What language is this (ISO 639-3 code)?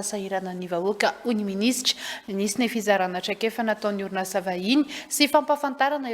mlg